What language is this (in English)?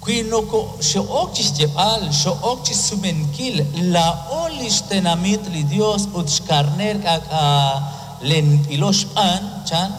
Kekchí